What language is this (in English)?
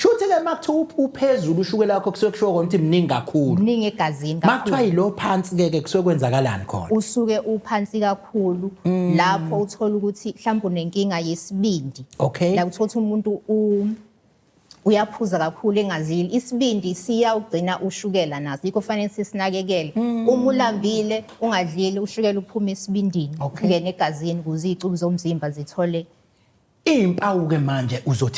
Zulu